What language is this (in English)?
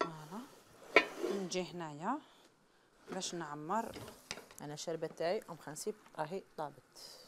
Algerian Arabic